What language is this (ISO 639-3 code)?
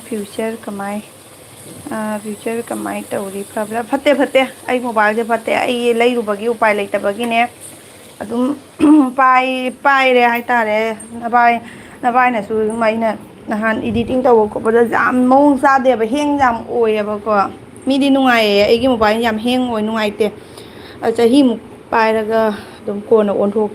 mni